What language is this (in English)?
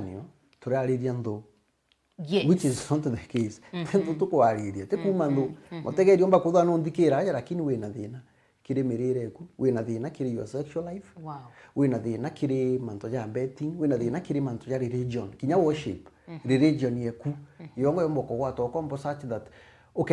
Meru